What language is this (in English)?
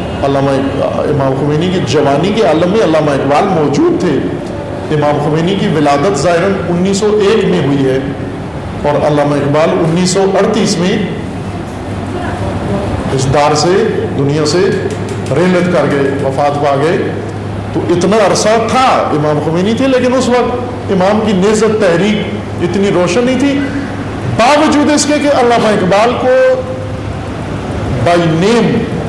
Urdu